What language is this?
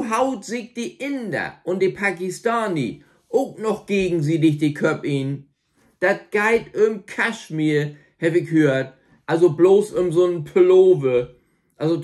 Low German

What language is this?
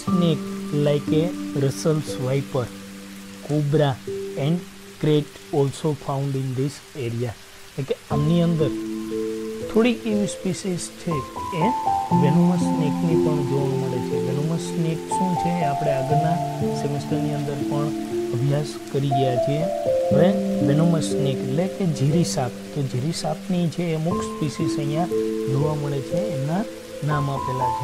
Gujarati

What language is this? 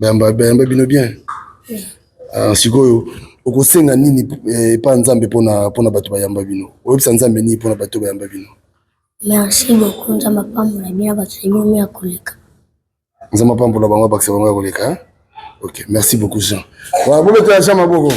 Lingala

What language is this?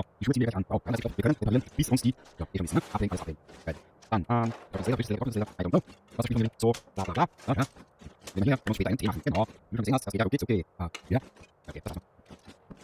Bavarian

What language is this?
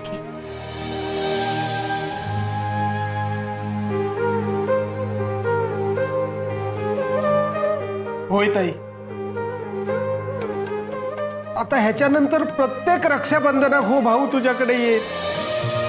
Marathi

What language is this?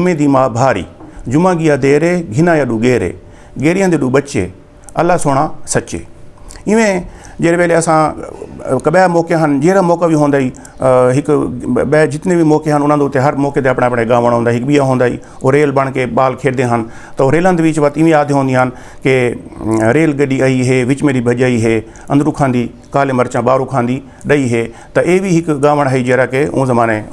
Saraiki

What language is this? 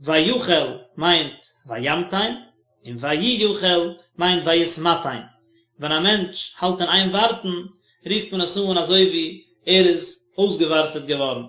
Yiddish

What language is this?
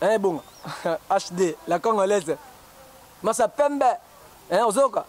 Lingala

